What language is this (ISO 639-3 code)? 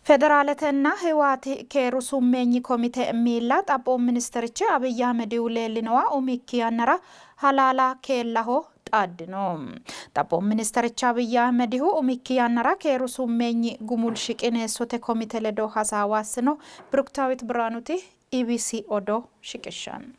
sid